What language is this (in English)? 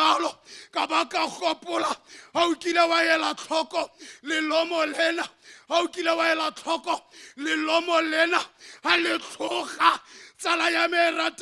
Tswana